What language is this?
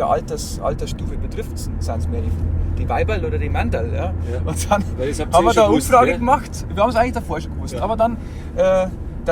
Bavarian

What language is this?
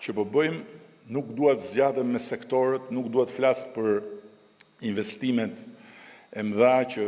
Albanian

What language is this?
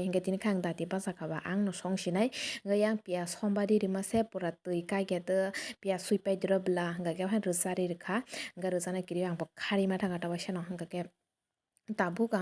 Kok Borok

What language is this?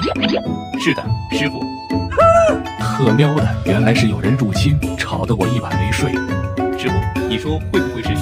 Chinese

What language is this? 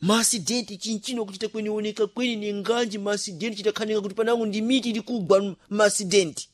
Sena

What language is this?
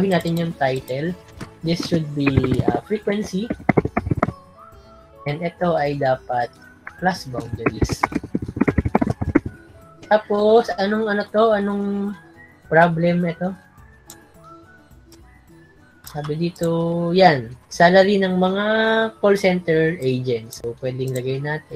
Filipino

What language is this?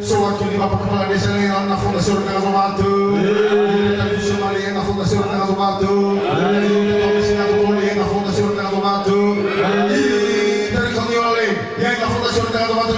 Nias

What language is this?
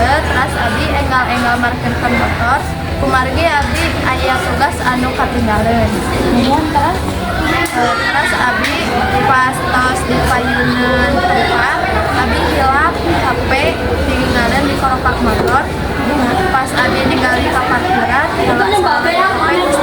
Sundanese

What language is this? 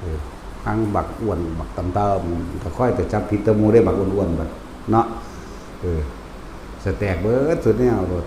Northeastern Thai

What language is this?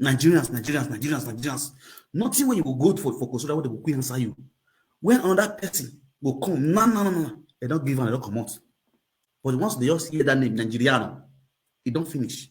Nigerian Pidgin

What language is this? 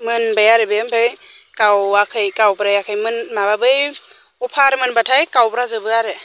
Bodo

